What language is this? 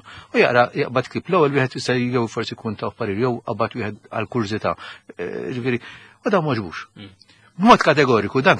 Maltese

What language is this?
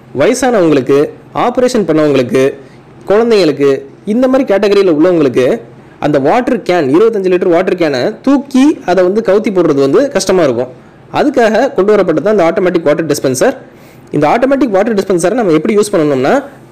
Tamil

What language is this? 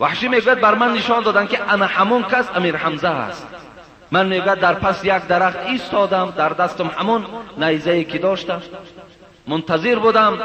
Persian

